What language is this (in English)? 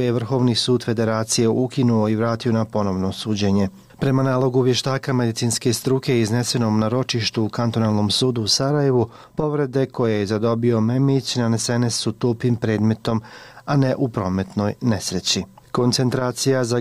Bosnian